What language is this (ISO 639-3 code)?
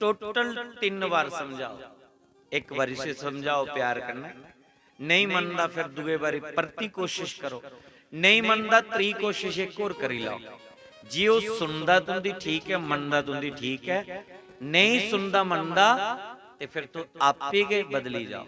doi